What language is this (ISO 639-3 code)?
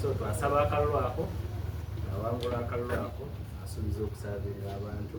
xog